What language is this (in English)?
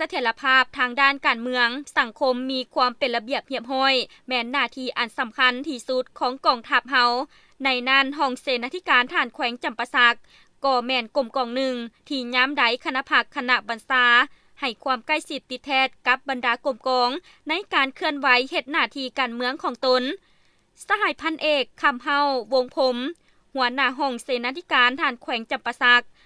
Lao